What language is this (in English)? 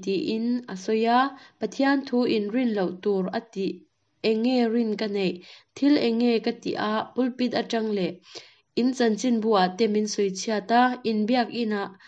Mizo